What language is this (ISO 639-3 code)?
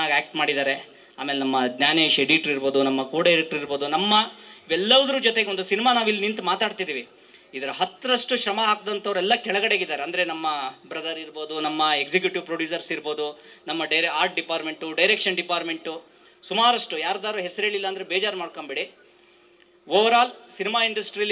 kan